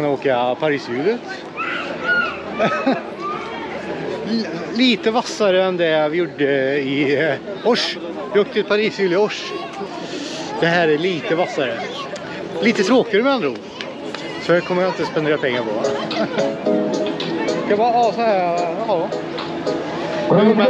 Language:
Swedish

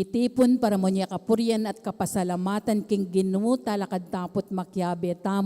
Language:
Pampanga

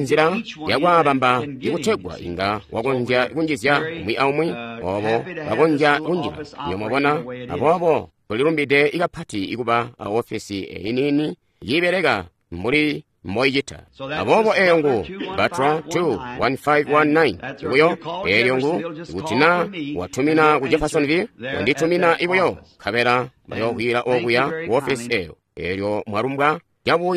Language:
Tonga (Zambia)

